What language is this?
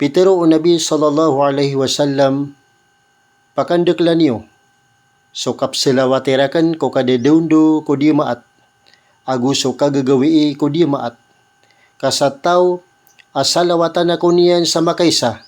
Maranao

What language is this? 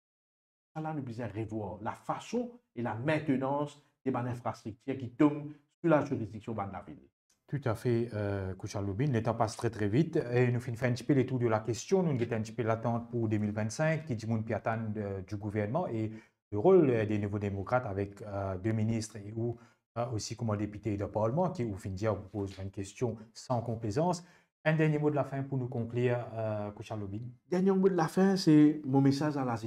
Morisyen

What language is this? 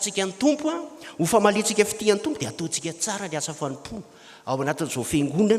Malagasy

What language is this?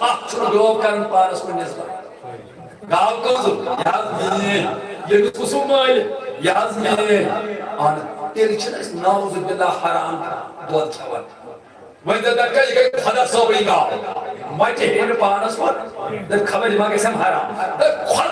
Kashmiri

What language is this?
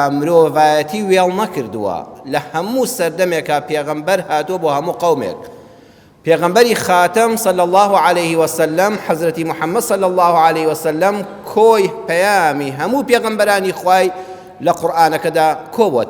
Central Kurdish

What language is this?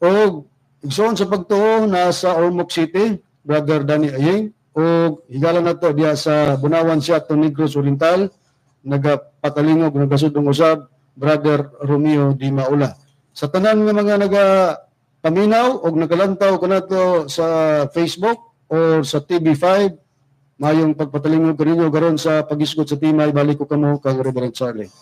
Cebuano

